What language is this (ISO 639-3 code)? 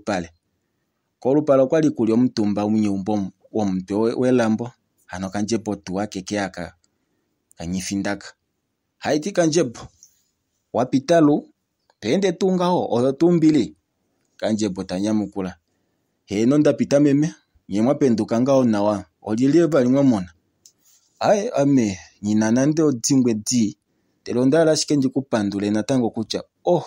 kua